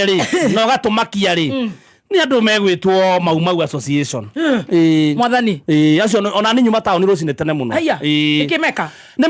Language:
Kikuyu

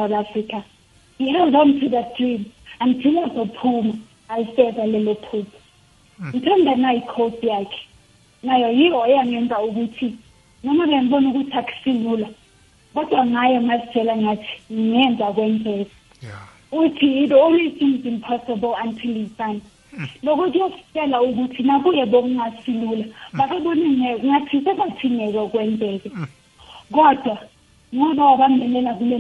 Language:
South Ndebele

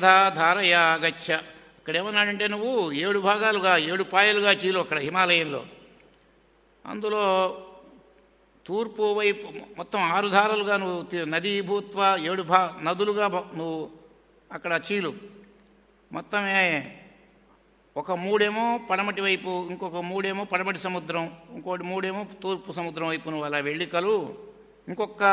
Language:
Telugu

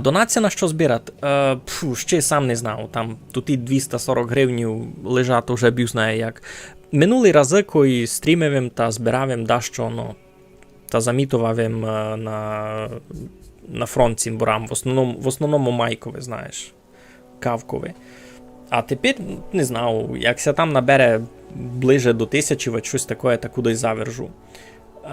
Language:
Rusyn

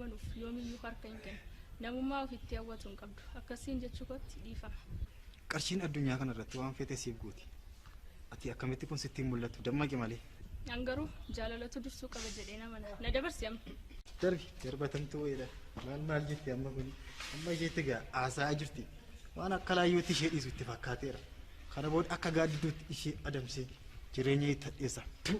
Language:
Oromo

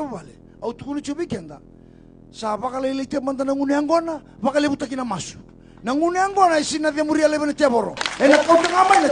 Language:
Fijian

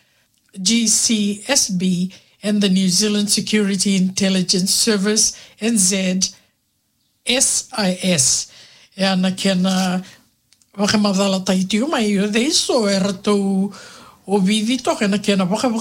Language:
Fijian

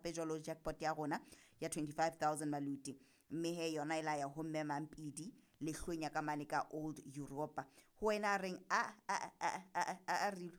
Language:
Southern Sotho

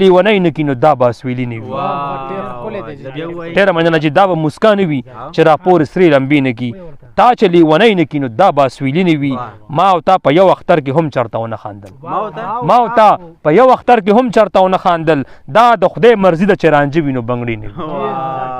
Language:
Pashto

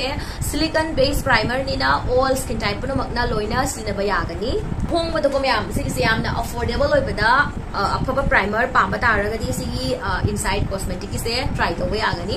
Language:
Manipuri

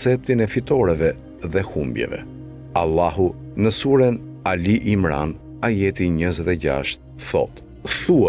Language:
Albanian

